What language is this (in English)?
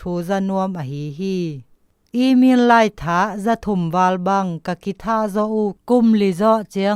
Zou